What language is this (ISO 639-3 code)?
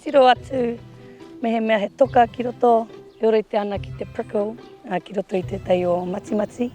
mri